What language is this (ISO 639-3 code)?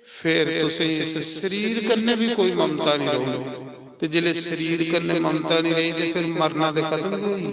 doi